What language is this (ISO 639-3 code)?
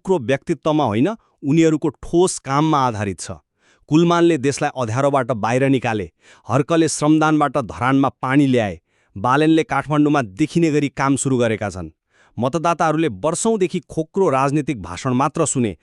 nep